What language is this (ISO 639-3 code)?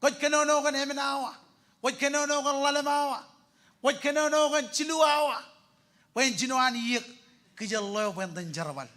mah